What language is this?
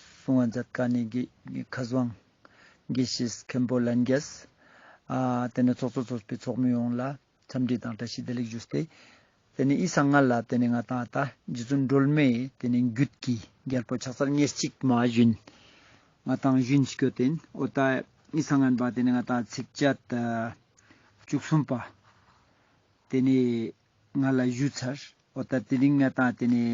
Ladakhi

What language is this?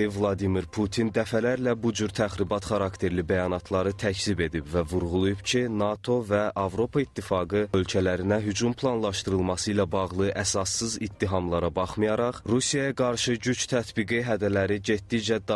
Azerbaijani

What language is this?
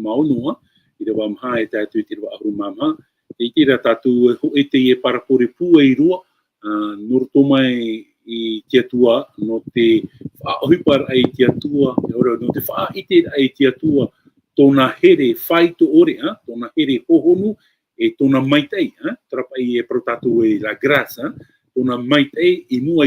Tahitian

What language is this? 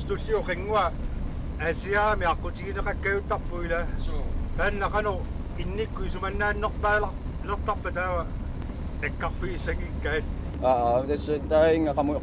Kalaallisut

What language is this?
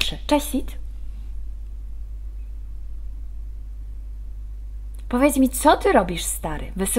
Polish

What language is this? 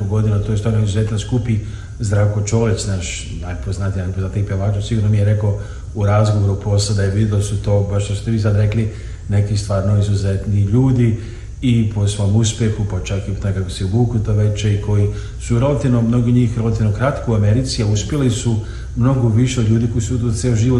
Serbian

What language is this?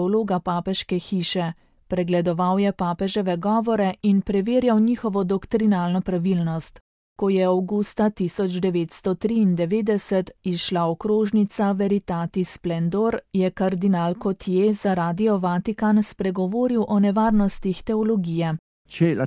Slovenian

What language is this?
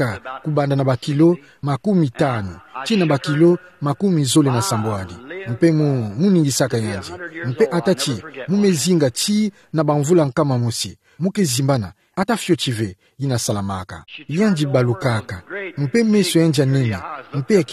Kituba (Democratic Republic of Congo)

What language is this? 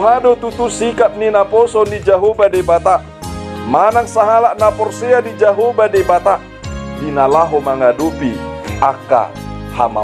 Batak Toba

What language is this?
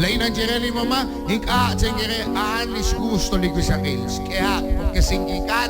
Kekchí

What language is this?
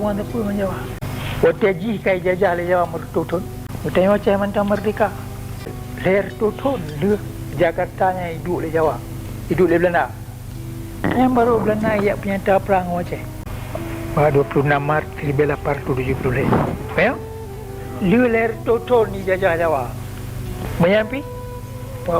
Achinese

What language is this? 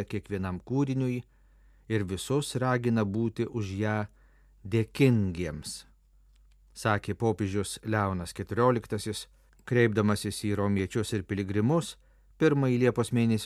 Lithuanian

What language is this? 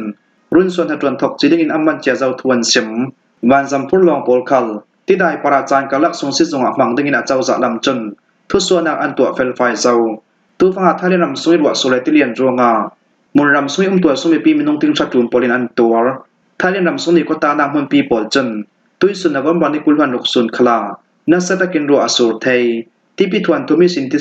Falam Chin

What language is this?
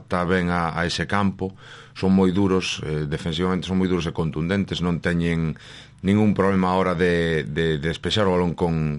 Galician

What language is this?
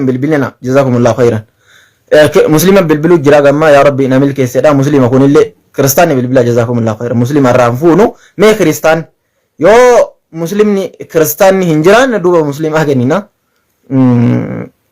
Oromo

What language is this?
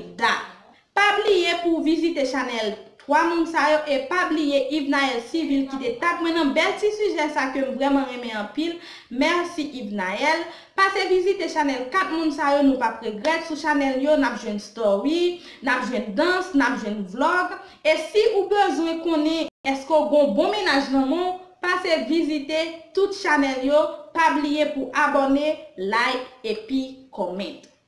Haitian Creole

